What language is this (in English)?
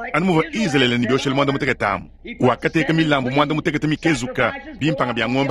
Luba-Lulua